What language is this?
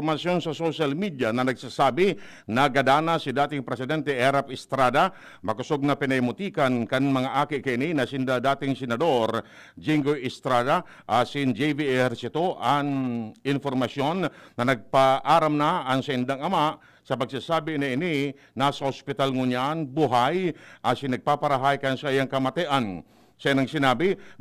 Bikol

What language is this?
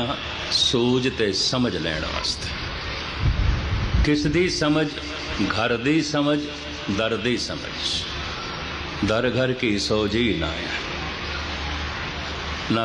Punjabi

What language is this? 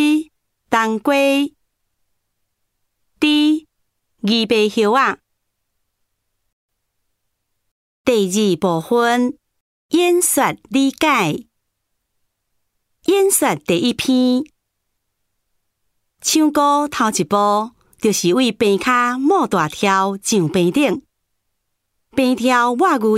Min Nan Chinese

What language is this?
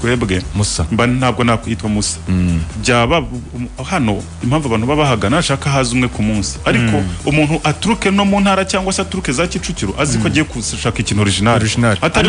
Kinyarwanda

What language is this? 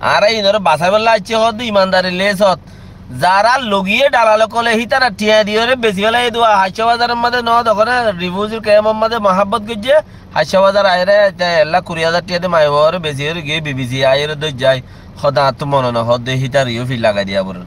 Rohingya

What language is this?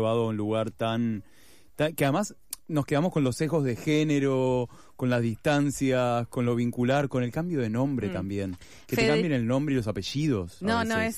Spanish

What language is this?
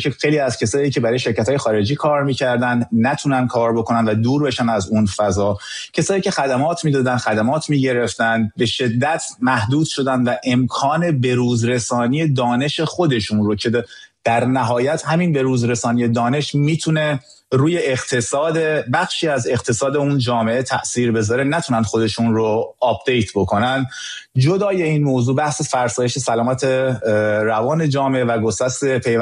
Persian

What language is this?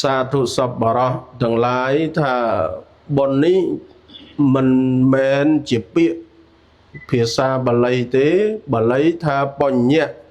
Khmer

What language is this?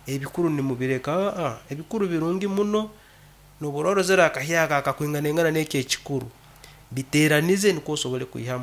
Nyankole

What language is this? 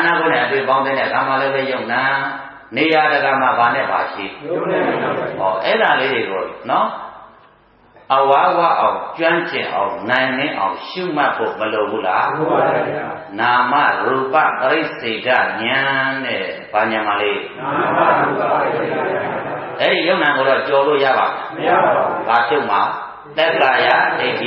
Burmese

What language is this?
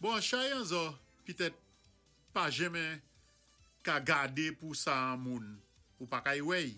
Saint Lucian Creole French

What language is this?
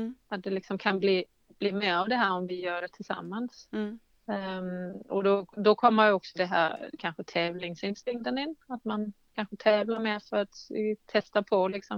Swedish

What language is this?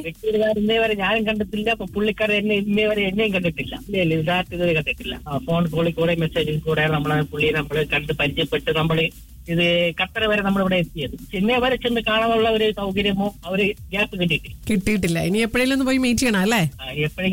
Malayalam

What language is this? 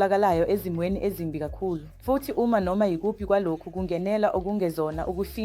Zulu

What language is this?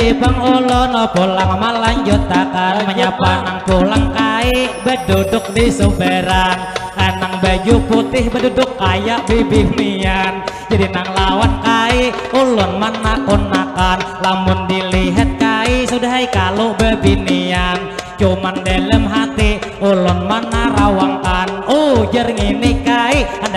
Banjar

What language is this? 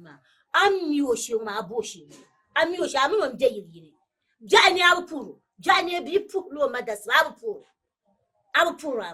Dagbani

